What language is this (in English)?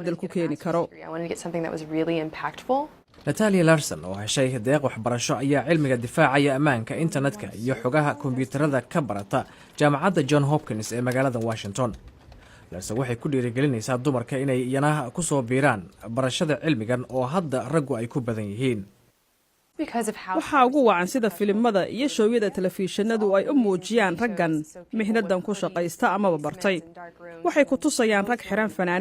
Somali